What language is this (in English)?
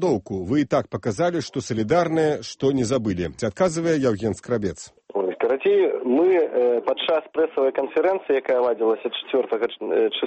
Belarusian